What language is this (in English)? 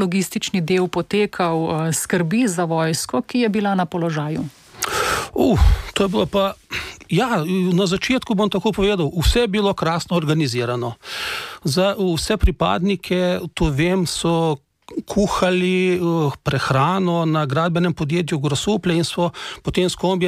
Slovenian